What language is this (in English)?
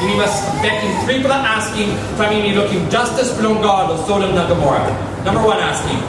Tok Pisin